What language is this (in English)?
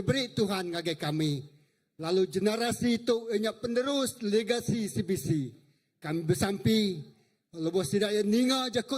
Iban